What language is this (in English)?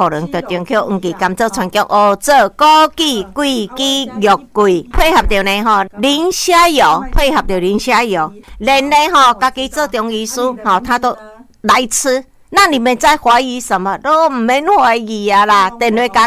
Min Nan Chinese